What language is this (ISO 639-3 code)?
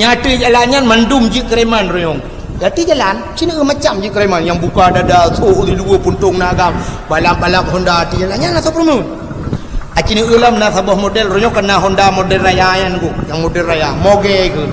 ace